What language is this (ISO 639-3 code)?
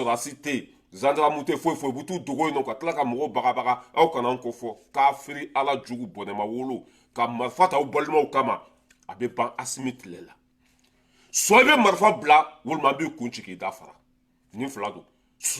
bam